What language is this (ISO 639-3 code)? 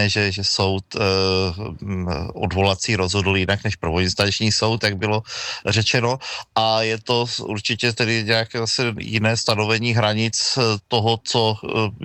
ces